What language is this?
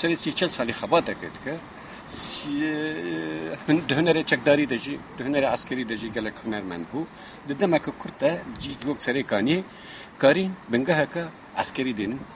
Kurdish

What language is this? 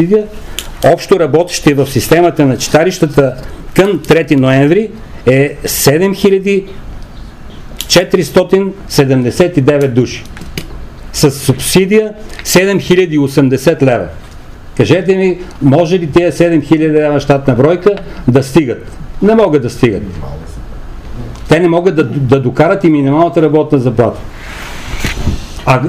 Bulgarian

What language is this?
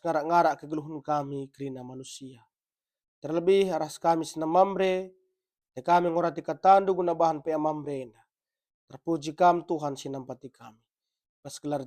Batak Karo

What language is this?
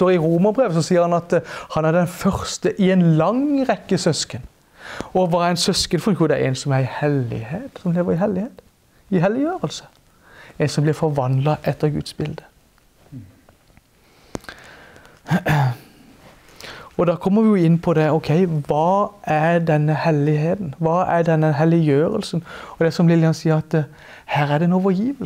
Norwegian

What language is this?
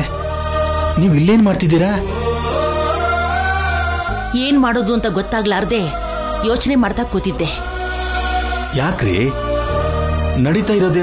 Kannada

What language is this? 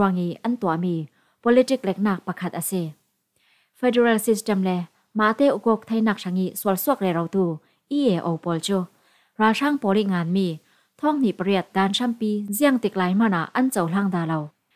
Falam Chin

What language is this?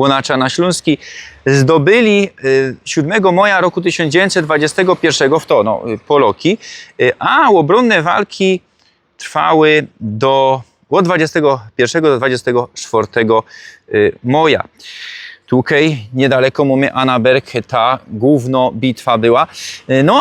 Silesian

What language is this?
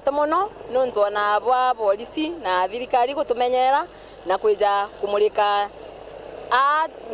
Meru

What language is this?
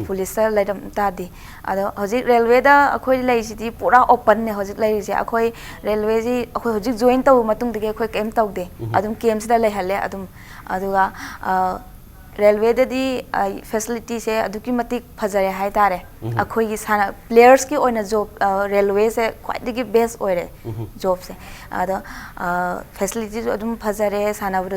Manipuri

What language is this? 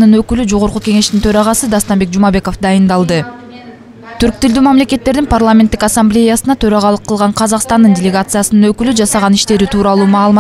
Kyrgyz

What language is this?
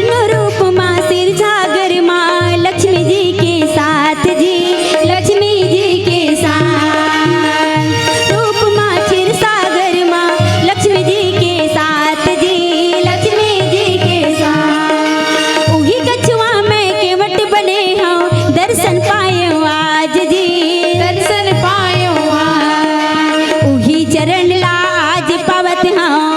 Chhattisgarhi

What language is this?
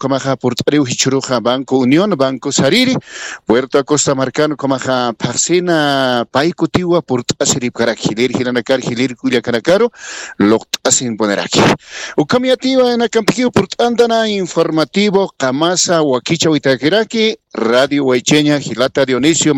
Aymara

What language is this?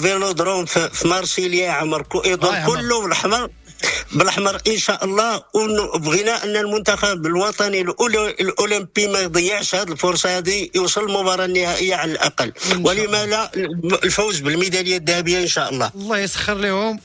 Moroccan Arabic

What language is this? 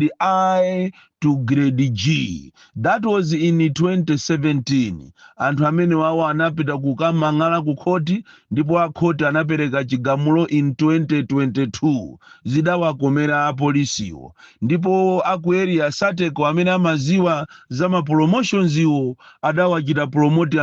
Nyanja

